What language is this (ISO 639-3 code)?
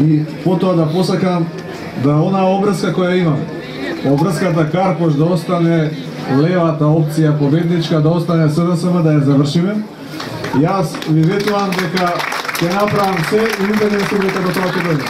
mkd